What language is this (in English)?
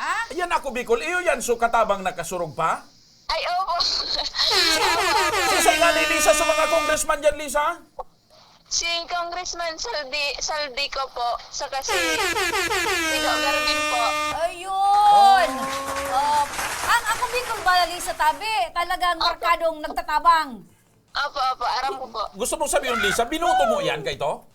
Bikol